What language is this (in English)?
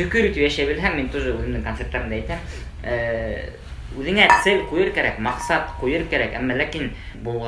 Bashkir